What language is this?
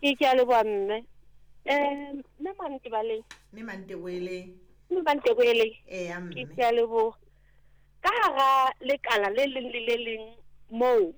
Southern Sotho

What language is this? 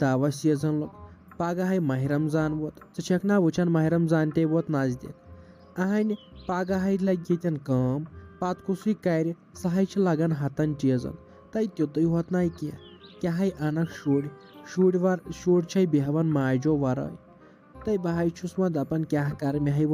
Kashmiri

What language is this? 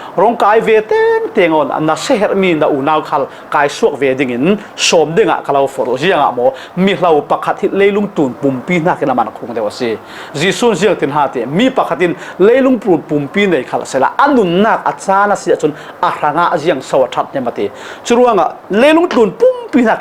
Falam Chin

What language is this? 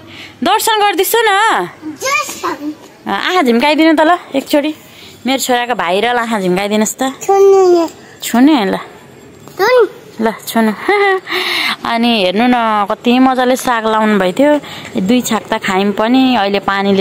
Nepali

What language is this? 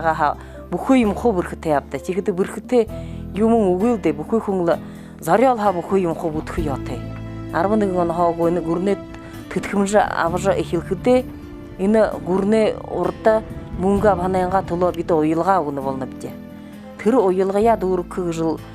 Buriat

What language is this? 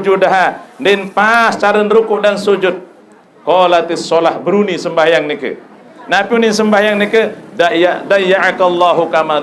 Sasak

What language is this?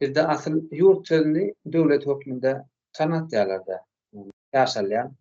Turkmen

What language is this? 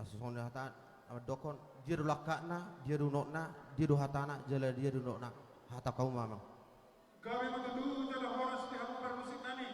Batak Toba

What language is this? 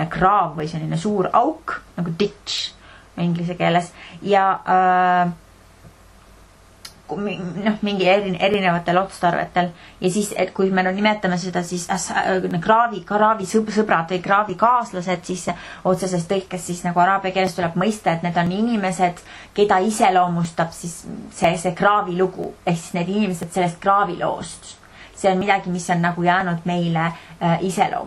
Estonian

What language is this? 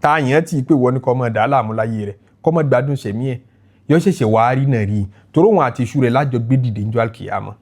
Yoruba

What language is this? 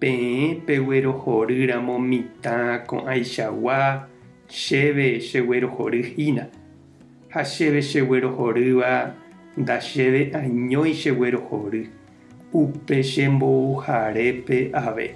Guarani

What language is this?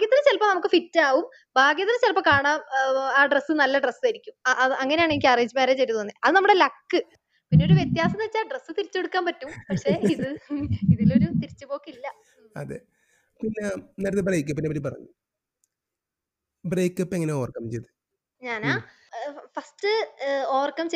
Malayalam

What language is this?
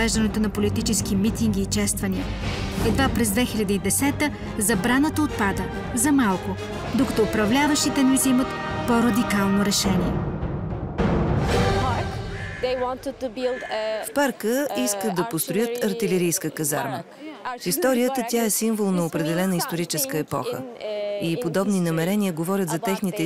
Bulgarian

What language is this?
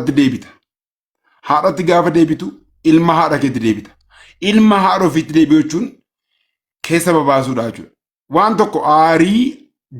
Oromo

